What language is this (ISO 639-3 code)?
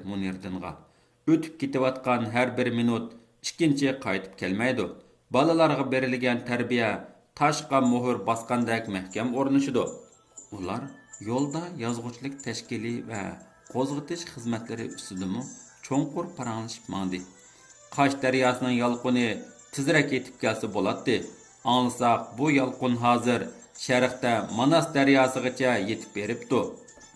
uig